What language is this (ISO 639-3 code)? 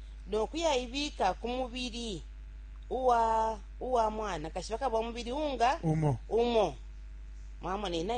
bem